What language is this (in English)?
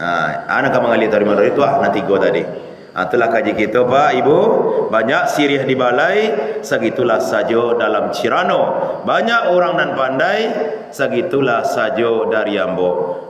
Minangkabau